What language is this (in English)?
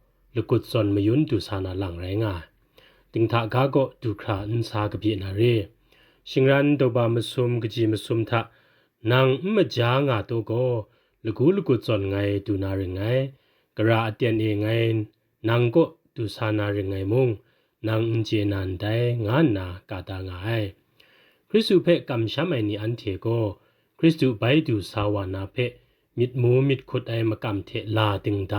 Kachin